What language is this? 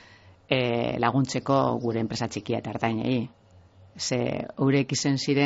Basque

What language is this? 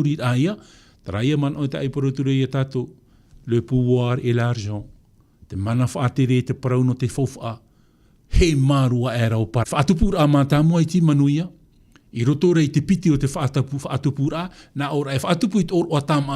Tahitian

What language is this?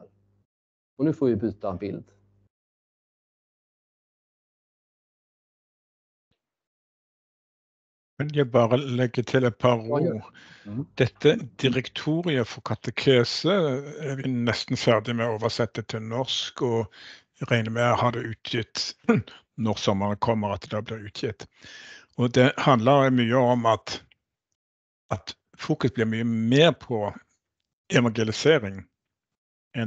Swedish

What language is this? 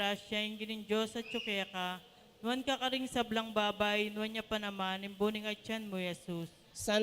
Pampanga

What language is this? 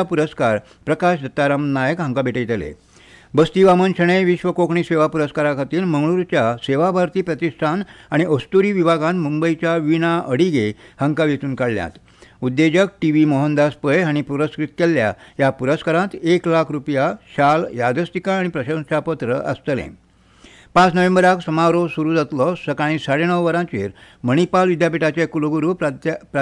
Konkani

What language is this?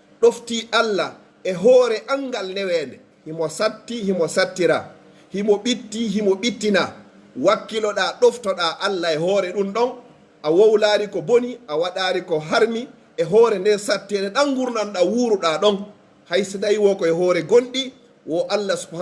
Pular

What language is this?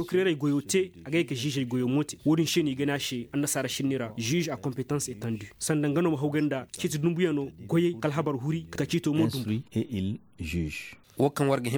Koyraboro Senni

